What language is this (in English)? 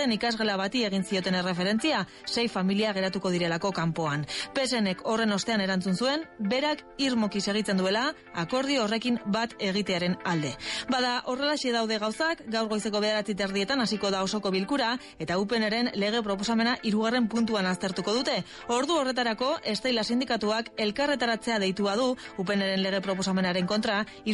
Basque